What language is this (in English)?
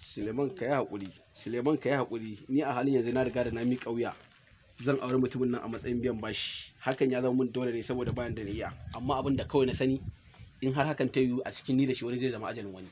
Hausa